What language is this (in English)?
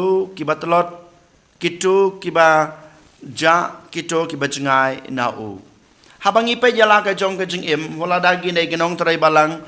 Khasi